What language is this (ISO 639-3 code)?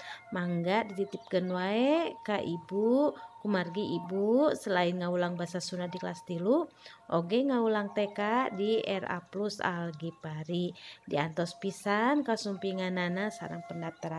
sun